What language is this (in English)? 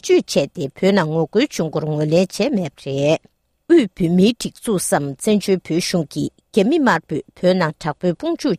Tibetan